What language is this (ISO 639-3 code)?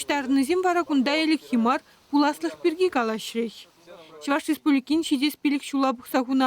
chv